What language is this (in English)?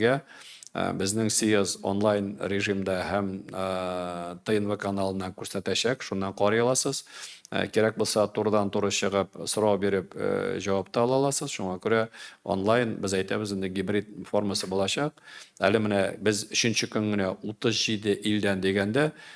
Tatar